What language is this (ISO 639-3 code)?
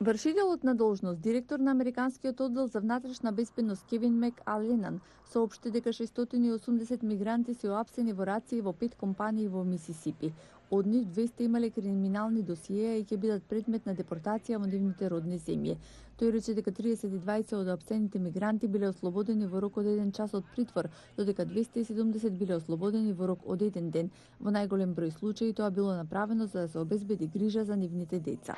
mkd